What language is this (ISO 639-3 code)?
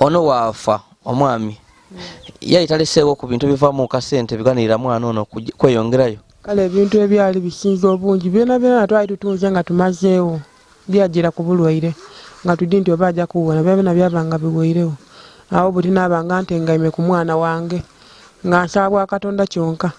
lug